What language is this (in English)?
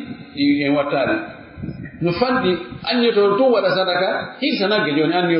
Pular